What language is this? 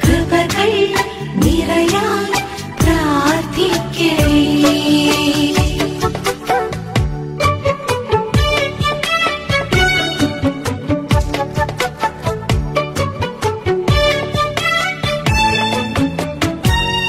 Malayalam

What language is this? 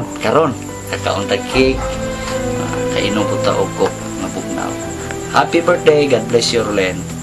Cebuano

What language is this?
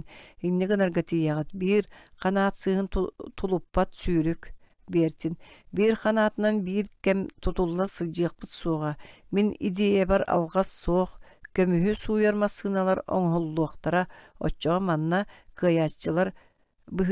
Yakut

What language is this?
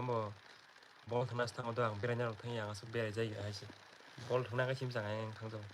Kok Borok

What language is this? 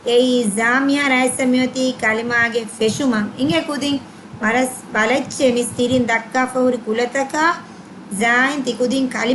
Divehi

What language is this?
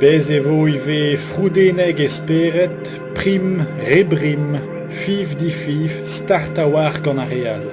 Breton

